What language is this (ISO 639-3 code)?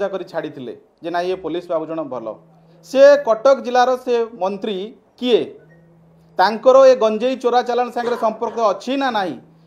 ori